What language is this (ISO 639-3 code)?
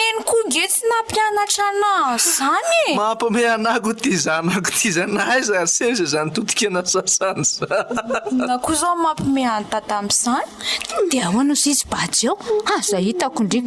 mlg